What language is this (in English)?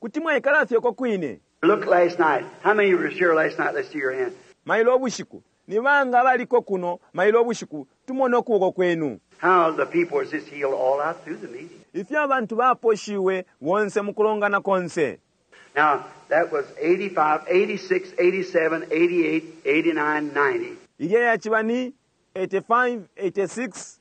Bemba